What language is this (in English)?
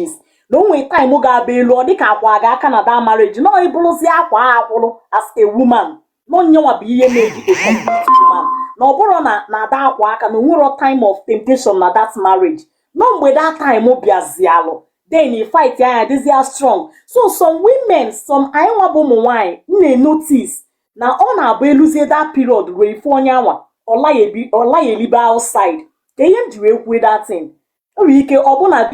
Igbo